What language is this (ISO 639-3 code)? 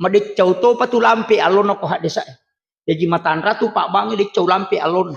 bug